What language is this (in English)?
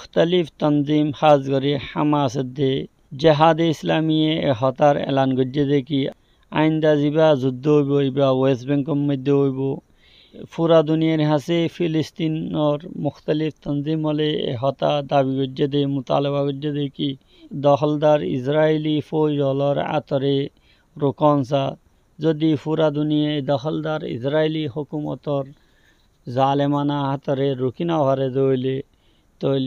Rohingya